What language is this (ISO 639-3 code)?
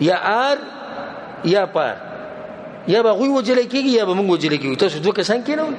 pus